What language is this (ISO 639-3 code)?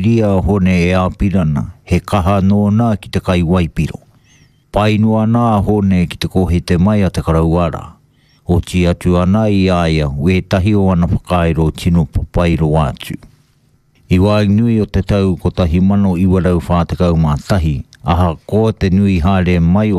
mri